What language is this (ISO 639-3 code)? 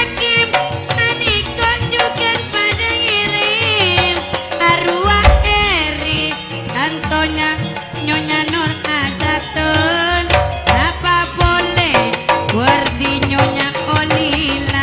mad